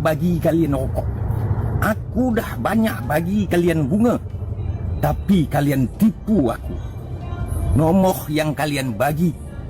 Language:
Minangkabau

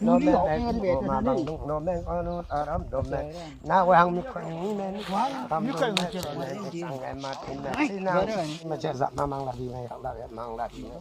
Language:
Limbu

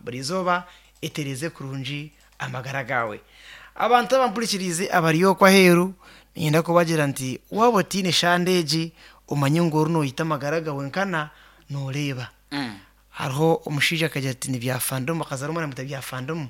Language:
Nyankole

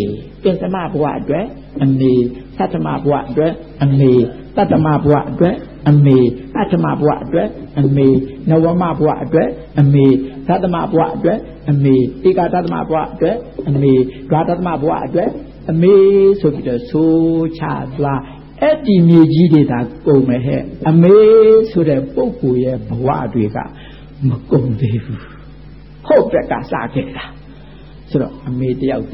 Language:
Burmese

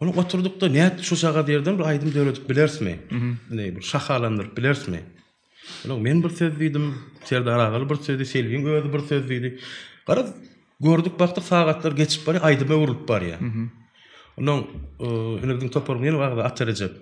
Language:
Turkmen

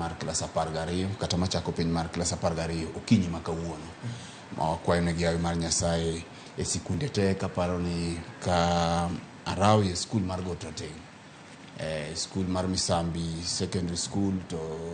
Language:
Luo (Kenya and Tanzania)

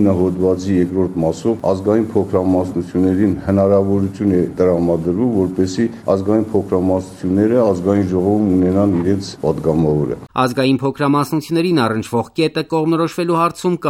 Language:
Armenian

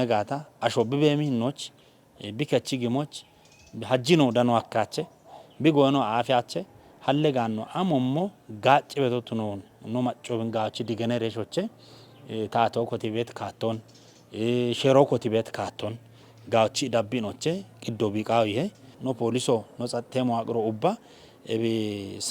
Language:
Kafa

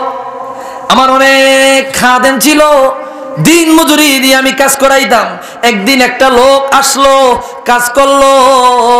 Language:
Bangla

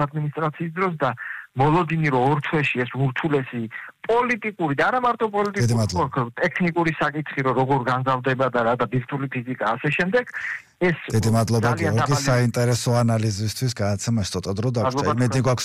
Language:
Georgian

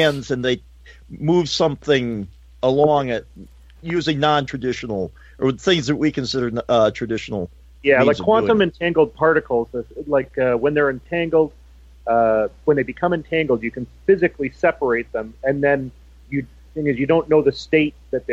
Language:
English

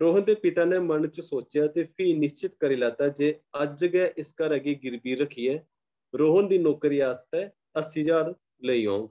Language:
Dogri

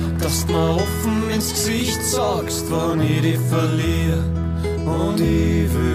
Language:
German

